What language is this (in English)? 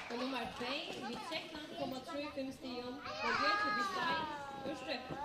Faroese